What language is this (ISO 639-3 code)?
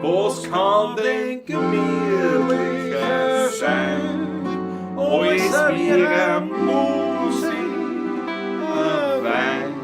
bar